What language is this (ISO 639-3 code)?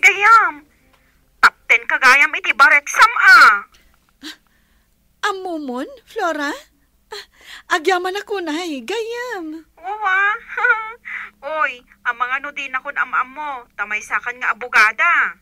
ilo